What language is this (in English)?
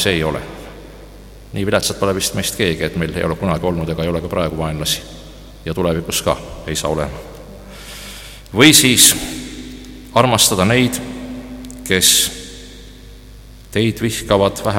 Estonian